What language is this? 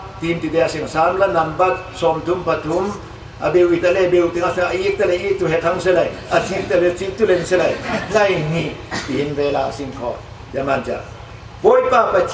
Falam Chin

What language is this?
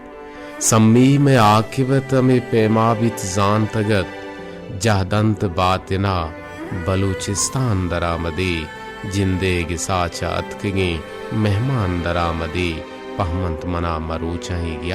Baluchi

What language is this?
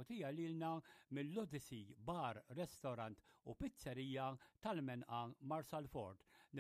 Maltese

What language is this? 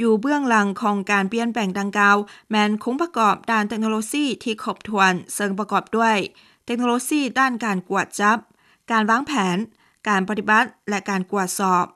Lao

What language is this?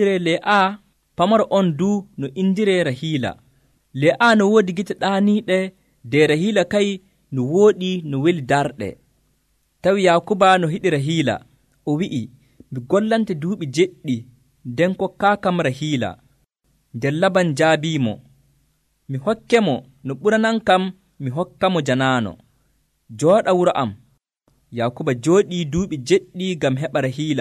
Nigerian Fulfulde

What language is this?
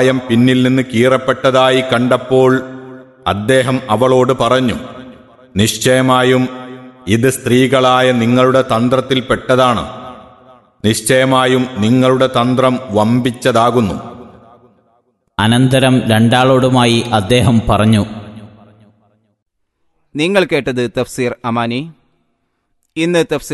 Malayalam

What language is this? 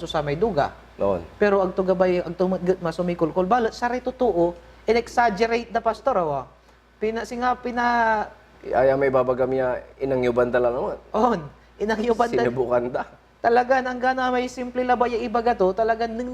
Pangasinan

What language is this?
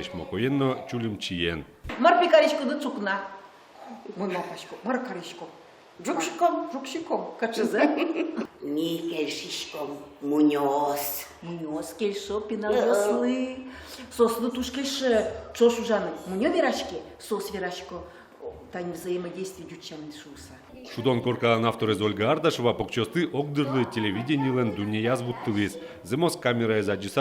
Udmurt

